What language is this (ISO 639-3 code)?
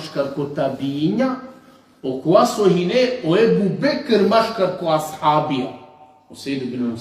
rmn